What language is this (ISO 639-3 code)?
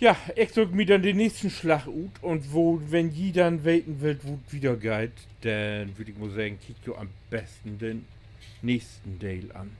nds